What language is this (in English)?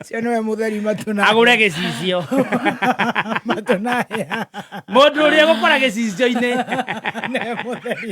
Kikuyu